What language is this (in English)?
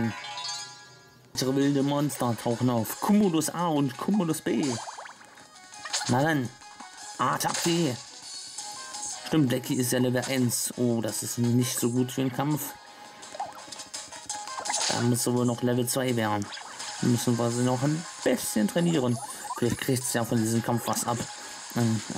German